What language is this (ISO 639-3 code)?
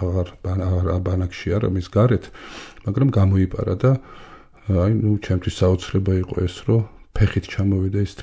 kat